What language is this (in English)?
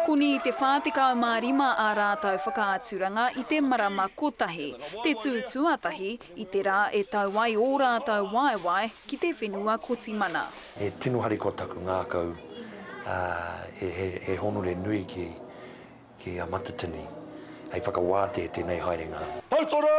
Māori